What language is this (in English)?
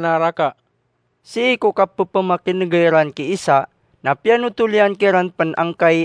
Maranao